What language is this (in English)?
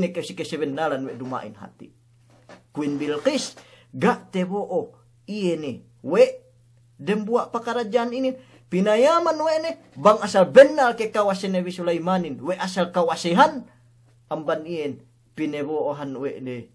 Yakan